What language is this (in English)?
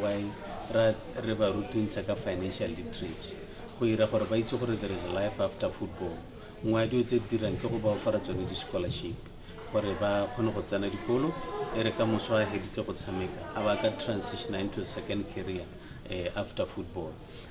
Tswana